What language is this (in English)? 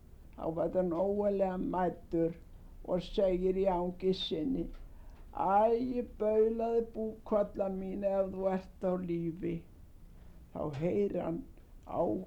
Icelandic